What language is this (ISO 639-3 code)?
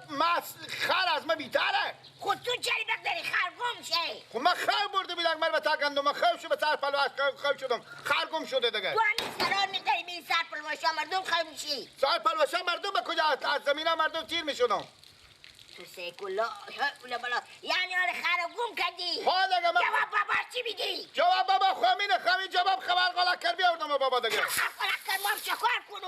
fas